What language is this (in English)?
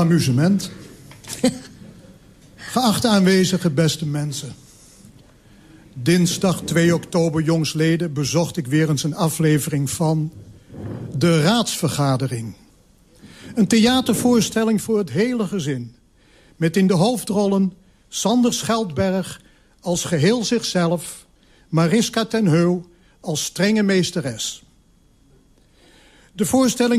Dutch